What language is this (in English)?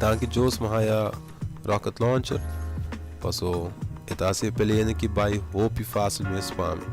Papiamento